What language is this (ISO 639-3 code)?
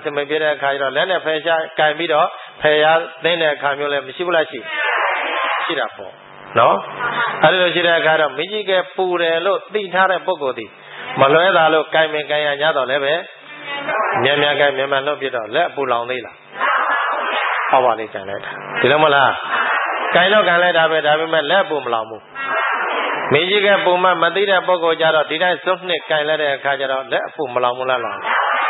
mya